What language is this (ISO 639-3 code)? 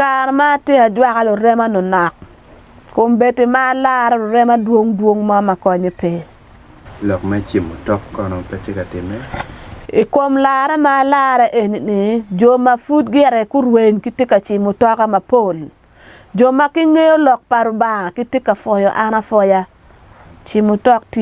ach